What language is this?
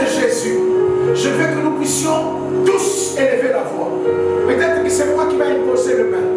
French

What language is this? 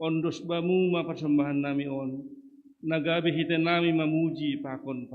Batak Simalungun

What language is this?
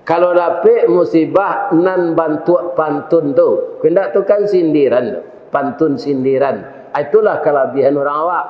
Minangkabau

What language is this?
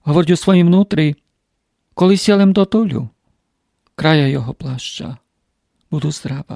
Rusyn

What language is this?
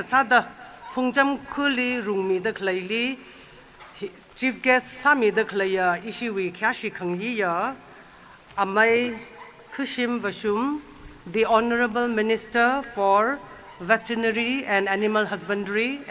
Tangkhul Naga (India)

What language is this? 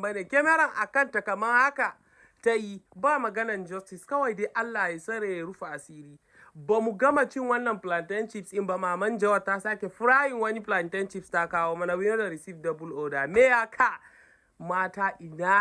Hausa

